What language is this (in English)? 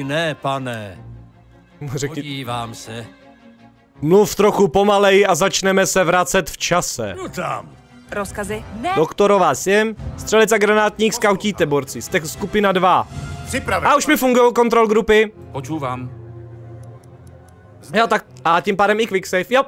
Czech